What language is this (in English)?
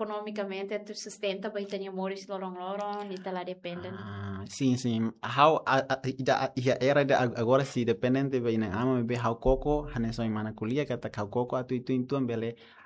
Tetum